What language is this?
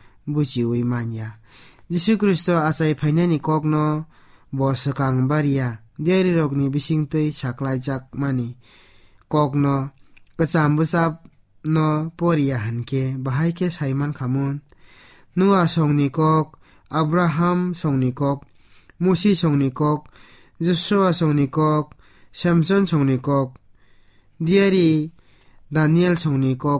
Kok Borok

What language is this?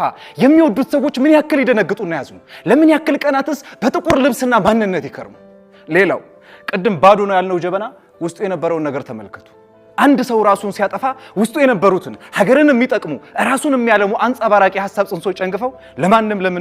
Amharic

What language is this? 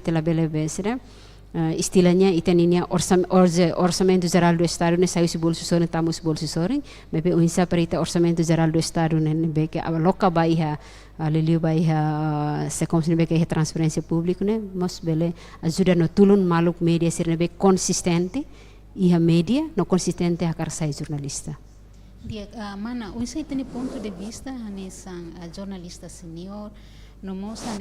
Tetum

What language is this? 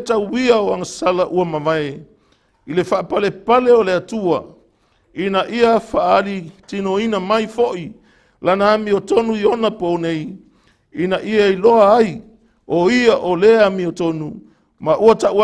Samoan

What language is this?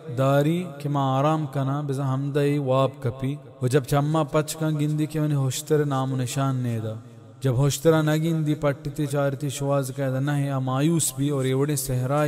Baluchi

